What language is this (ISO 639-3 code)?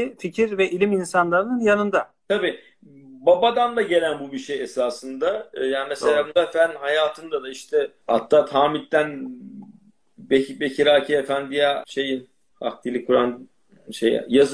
tur